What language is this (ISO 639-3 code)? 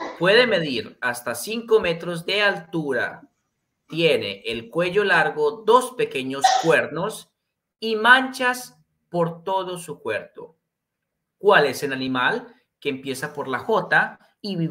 spa